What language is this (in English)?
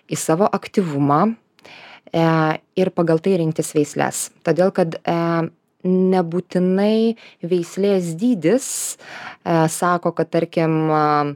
Lithuanian